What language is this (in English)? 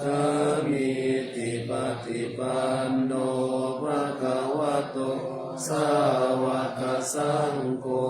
Pali